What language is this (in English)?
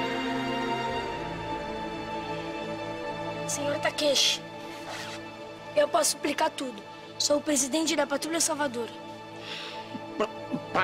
Portuguese